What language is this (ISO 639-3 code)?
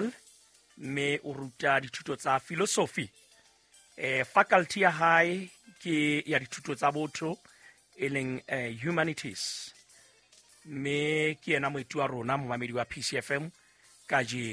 sot